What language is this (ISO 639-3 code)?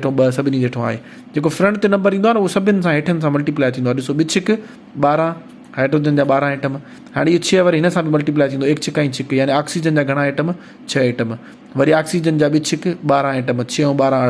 snd